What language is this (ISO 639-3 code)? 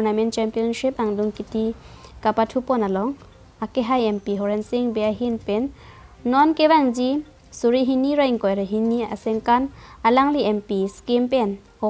mjw